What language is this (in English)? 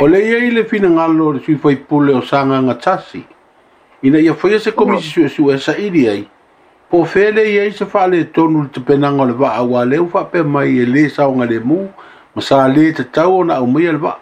Samoan